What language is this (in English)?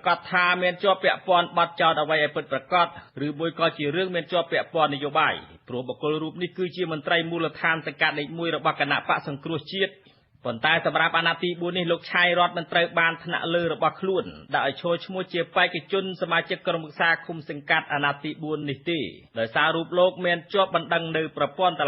Khmer